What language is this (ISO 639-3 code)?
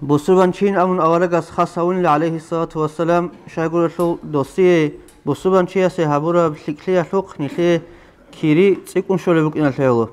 ava